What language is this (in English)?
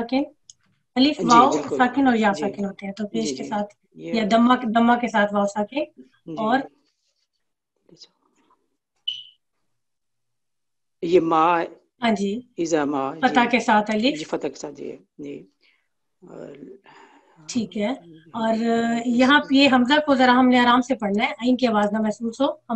Urdu